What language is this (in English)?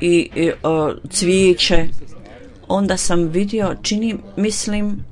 Bosnian